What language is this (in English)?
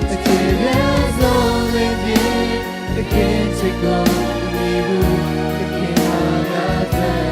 Lahu